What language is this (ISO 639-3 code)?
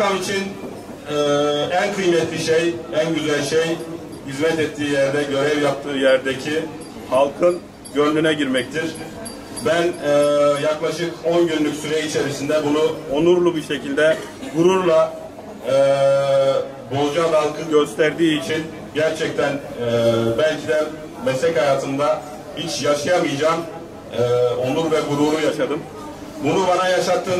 tur